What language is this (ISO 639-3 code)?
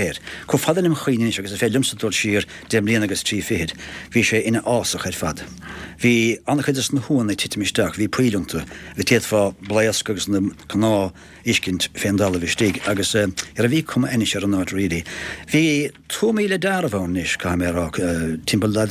gle